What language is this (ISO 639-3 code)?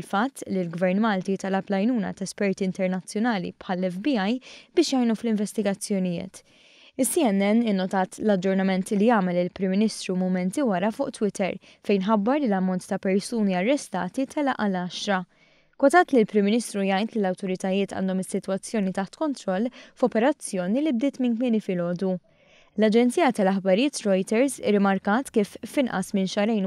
mlt